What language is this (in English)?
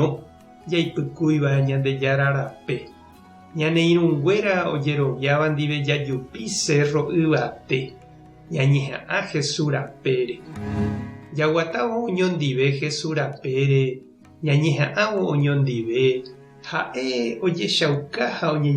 Guarani